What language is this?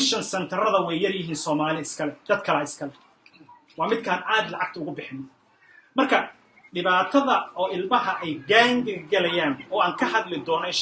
Somali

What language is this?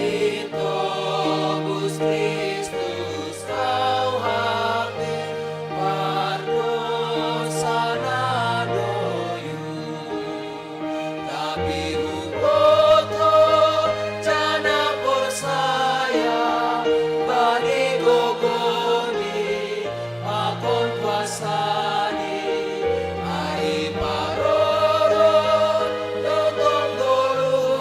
Batak Simalungun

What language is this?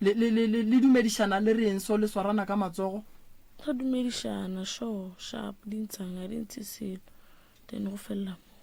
Northern Sotho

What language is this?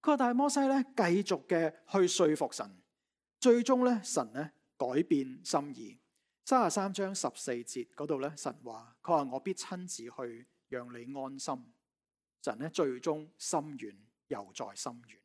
Cantonese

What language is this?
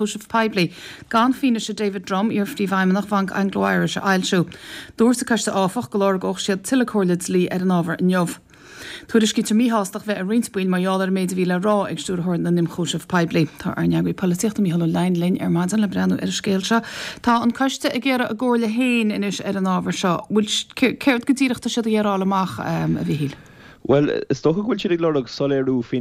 Irish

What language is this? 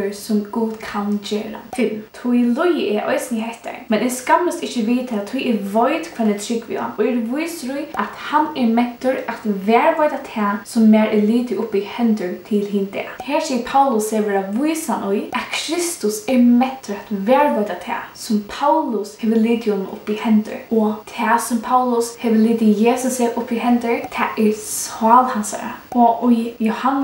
Faroese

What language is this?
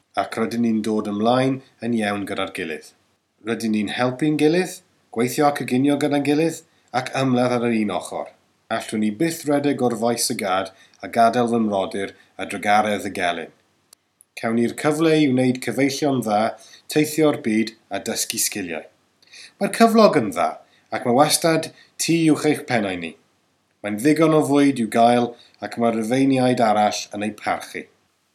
Welsh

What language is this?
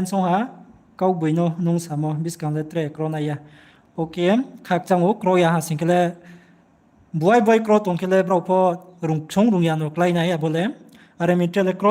Riang (India)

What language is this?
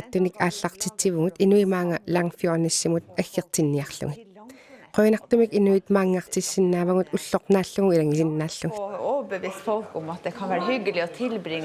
Kalaallisut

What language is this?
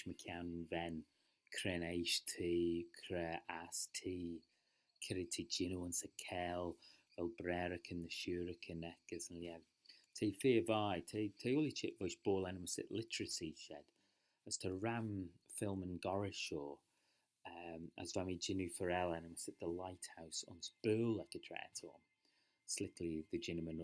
Manx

